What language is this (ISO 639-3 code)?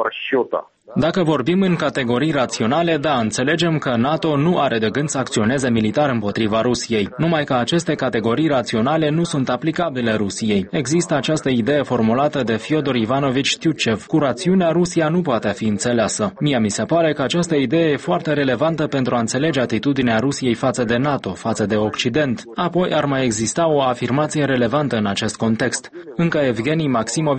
ron